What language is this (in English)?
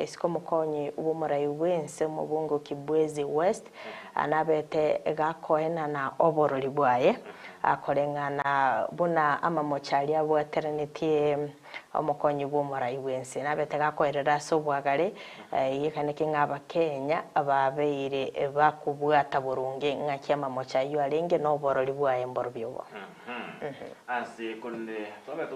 Gusii